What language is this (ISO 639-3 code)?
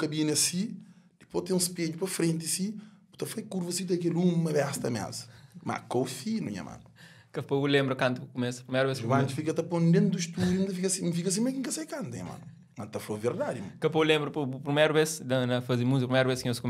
kea